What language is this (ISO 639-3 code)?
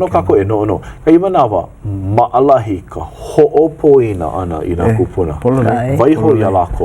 haw